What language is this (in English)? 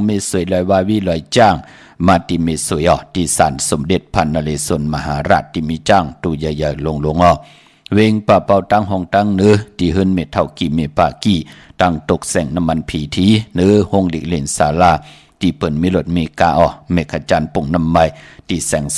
Shan